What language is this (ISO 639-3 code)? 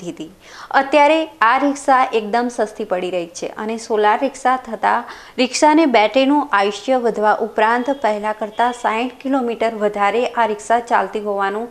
guj